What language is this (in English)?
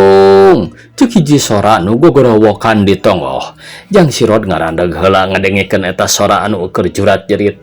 Sundanese